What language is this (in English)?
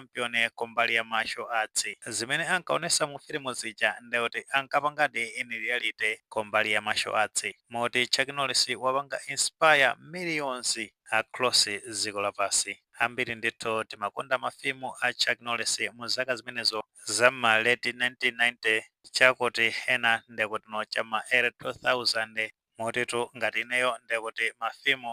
Nyanja